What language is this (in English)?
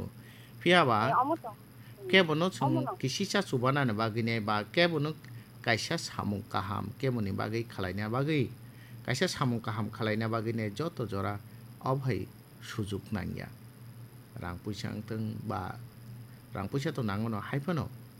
Kok Borok